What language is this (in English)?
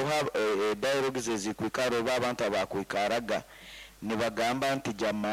Nyoro